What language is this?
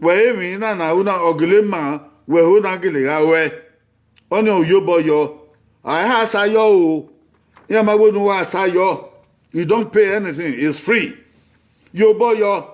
Bini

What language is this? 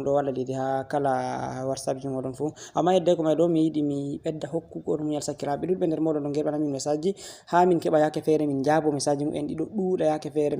Fula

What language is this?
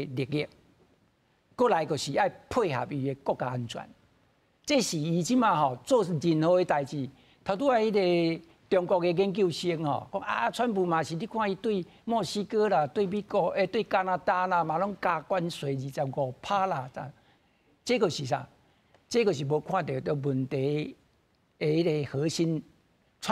Min Nan Chinese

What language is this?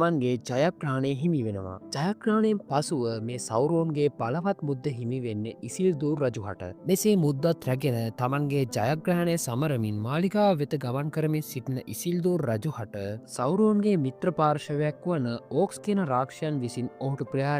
Sinhala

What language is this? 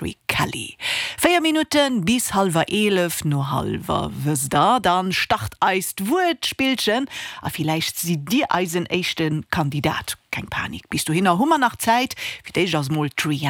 Luxembourgish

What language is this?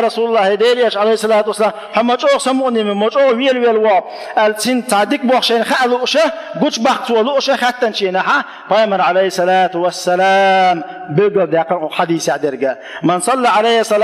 Chechen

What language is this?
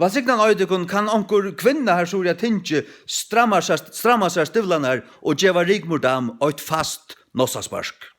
Faroese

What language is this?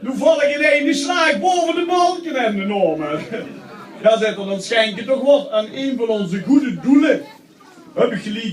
Limburgish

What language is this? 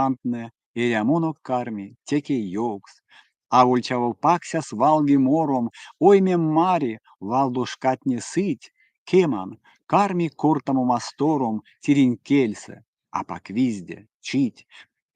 Erzya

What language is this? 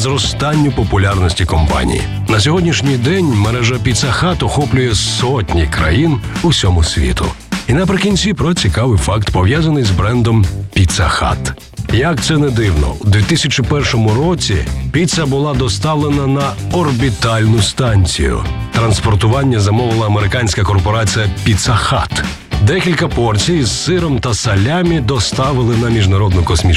Ukrainian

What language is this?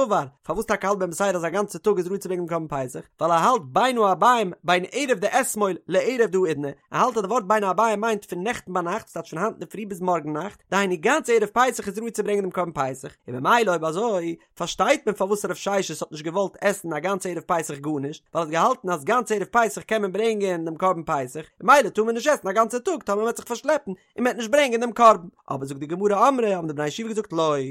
Yiddish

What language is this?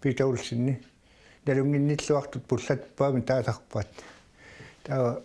Kalaallisut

